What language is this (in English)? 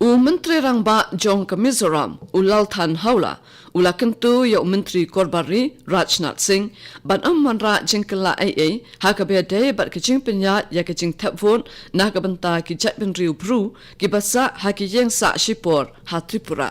Khasi